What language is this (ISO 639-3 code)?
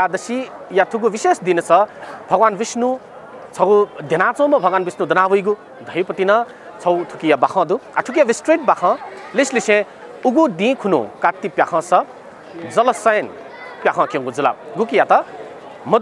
new